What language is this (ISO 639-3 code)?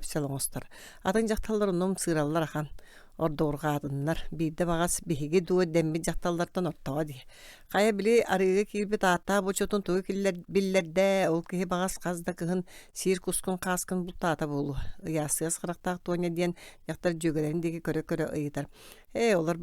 sah